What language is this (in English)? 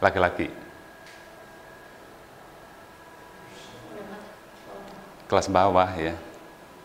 Indonesian